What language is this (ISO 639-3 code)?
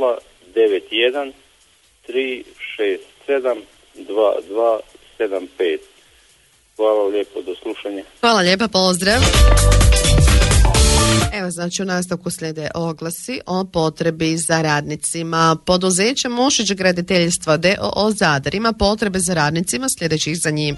hrv